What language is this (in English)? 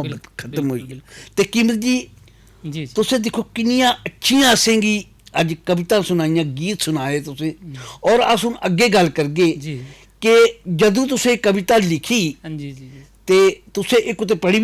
Dogri